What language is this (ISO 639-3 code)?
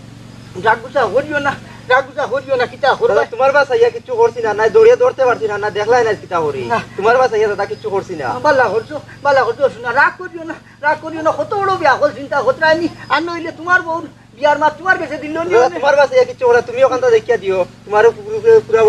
syl